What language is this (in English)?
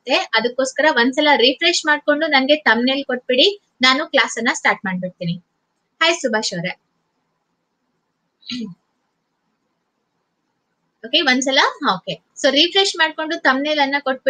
Kannada